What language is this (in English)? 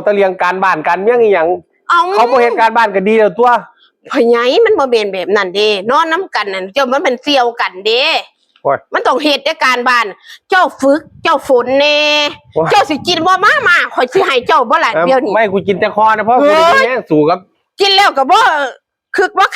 Northeastern Thai